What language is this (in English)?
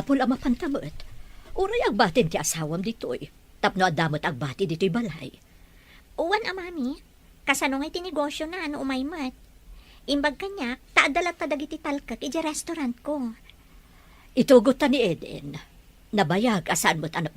Iloko